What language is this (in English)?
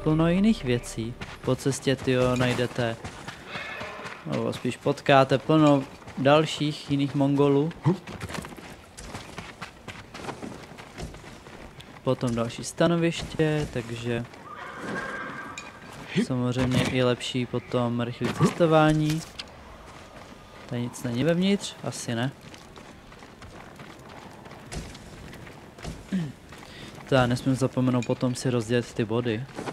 Czech